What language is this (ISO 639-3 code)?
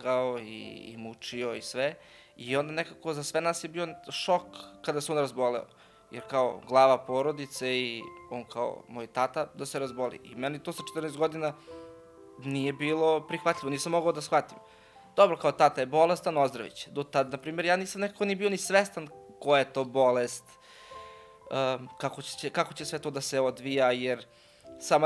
srp